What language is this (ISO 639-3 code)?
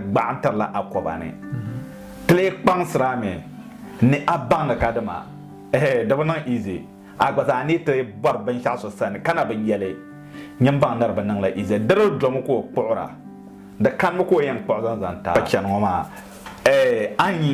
dag